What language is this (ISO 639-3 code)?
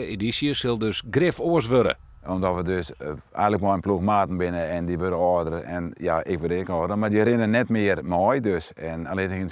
fry